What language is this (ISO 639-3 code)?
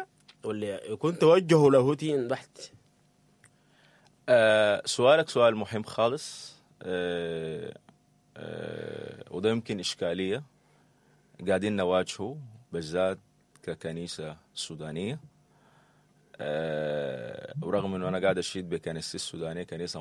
apd